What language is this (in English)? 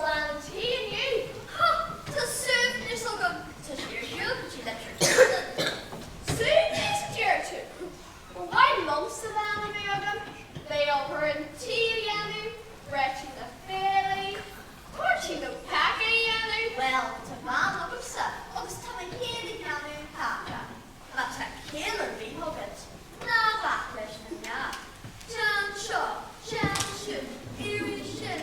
Irish